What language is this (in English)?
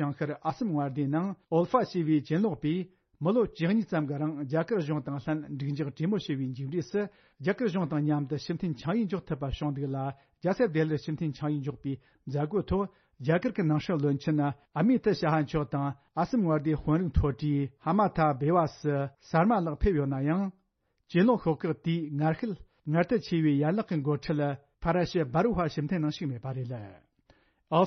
Tibetan